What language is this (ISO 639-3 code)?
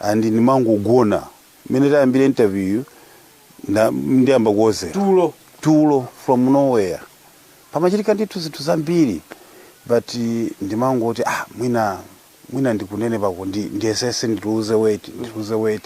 nya